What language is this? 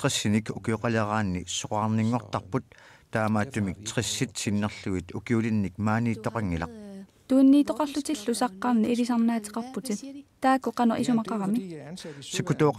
Kalaallisut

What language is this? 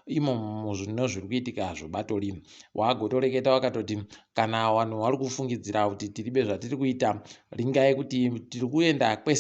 Ndau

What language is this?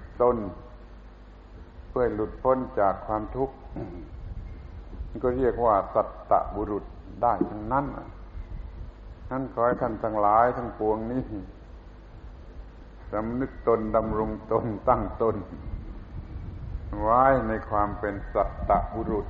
Thai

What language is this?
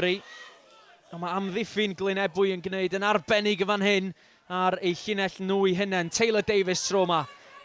Welsh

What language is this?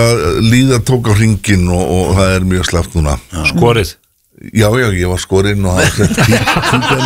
Icelandic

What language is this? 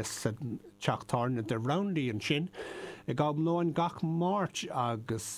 Irish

